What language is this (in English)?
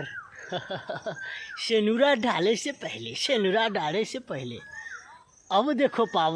Bhojpuri